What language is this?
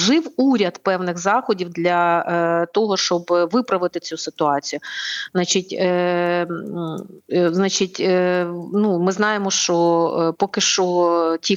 Ukrainian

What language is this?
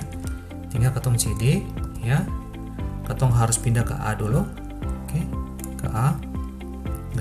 Ambonese Malay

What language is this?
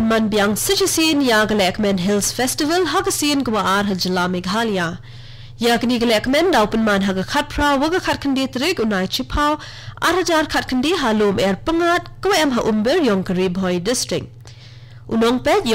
Khasi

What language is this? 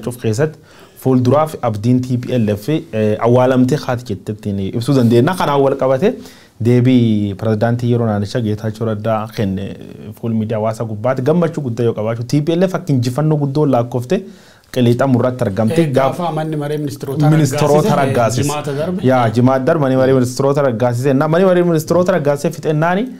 Oromo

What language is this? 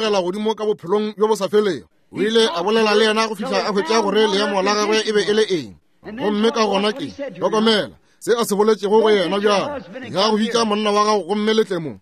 Northern Sotho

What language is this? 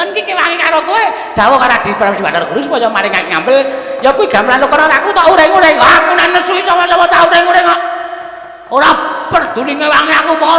Javanese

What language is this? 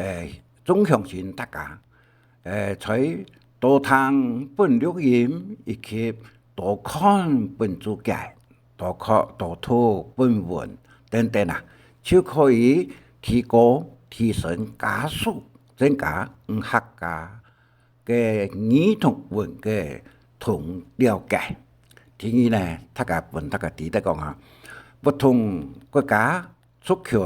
Hakka Chinese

